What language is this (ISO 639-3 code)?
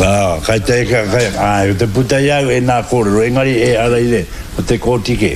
mri